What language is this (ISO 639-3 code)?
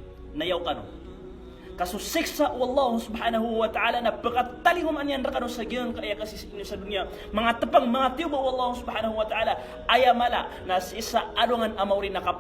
mrw